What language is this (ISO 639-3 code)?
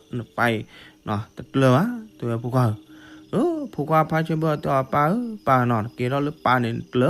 ksw